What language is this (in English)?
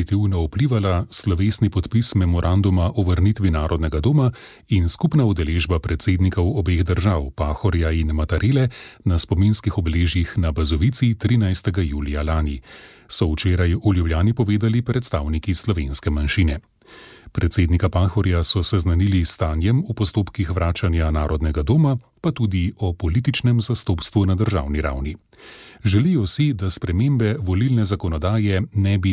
Slovenian